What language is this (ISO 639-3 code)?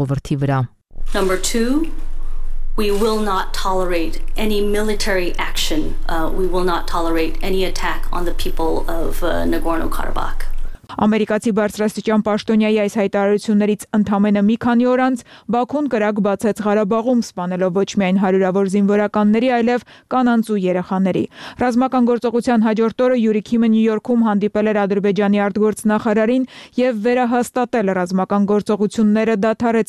hye